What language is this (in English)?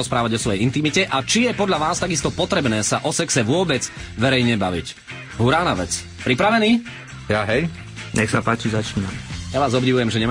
Slovak